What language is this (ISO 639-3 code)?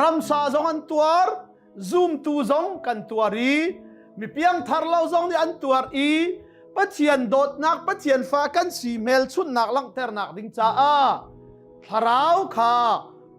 cnh